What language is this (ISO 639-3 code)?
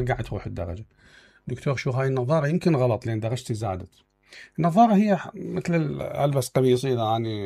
acm